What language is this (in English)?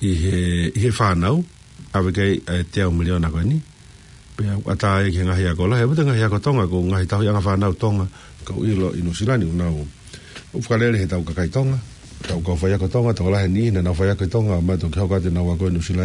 Tongan